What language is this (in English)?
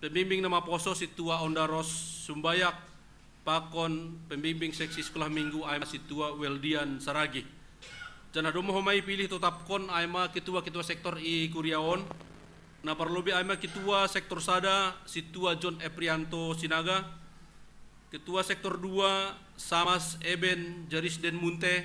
Batak Simalungun